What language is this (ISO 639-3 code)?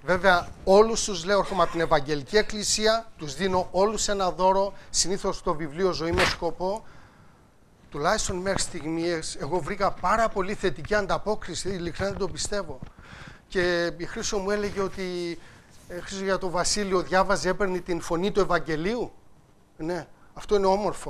ell